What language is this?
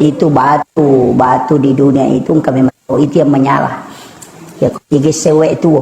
Buginese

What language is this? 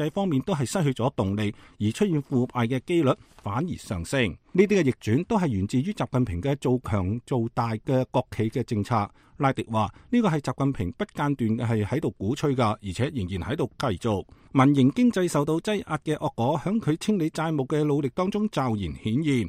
Cantonese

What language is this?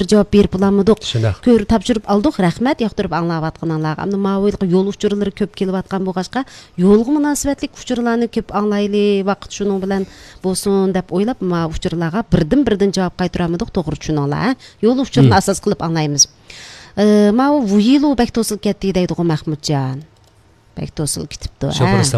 Uyghur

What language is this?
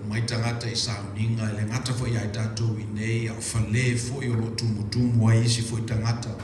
Samoan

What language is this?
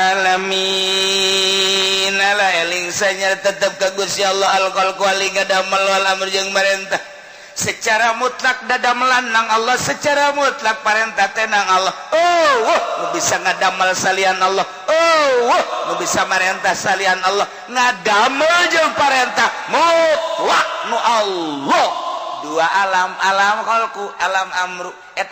Sundanese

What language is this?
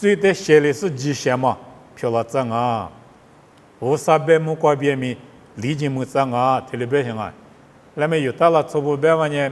Lisu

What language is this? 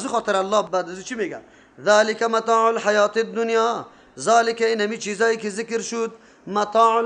Persian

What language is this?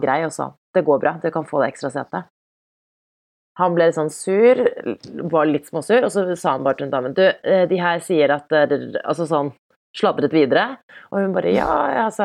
Norwegian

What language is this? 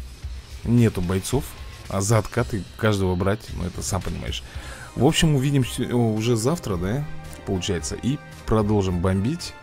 Russian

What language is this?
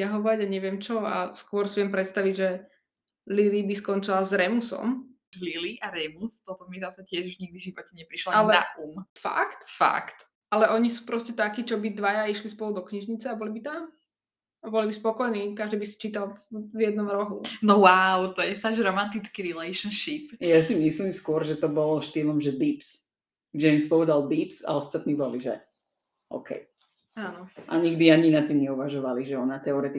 Slovak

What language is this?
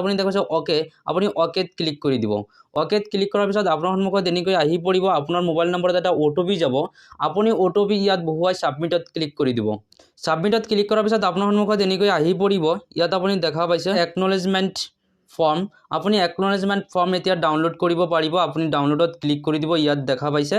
Assamese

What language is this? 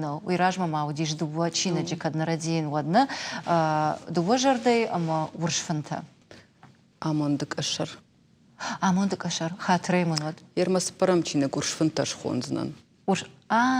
Ossetic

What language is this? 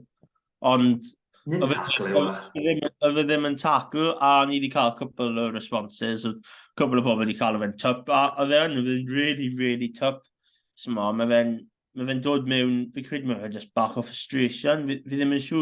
Welsh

